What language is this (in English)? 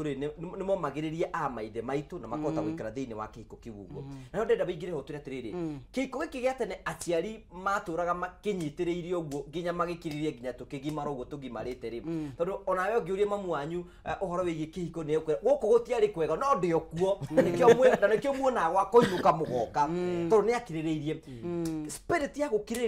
Kikuyu